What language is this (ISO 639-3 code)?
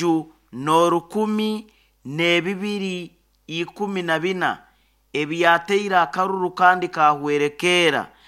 nyo